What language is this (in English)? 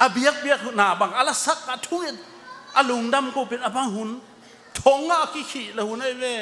Tedim Chin